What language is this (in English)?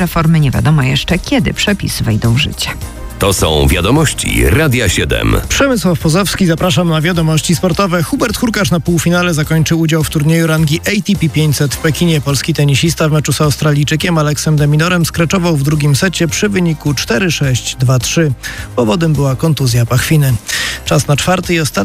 Polish